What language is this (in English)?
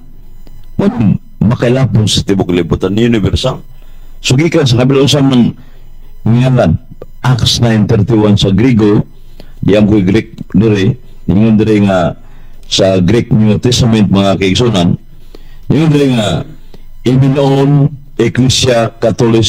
Cebuano